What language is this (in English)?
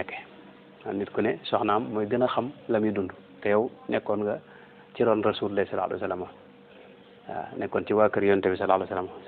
Wolof